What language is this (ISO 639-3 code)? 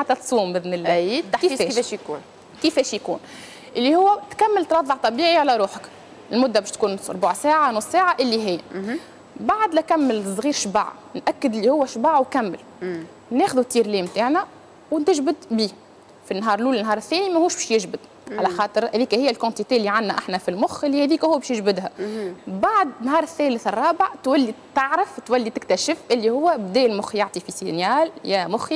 aeb